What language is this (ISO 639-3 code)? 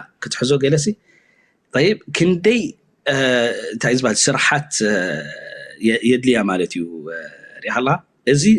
tir